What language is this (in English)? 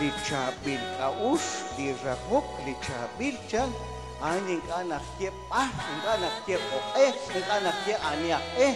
Kekchí